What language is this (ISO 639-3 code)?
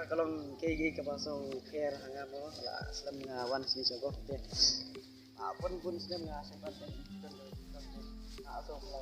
kha